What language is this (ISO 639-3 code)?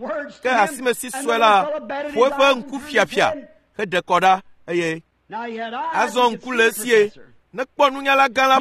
ewe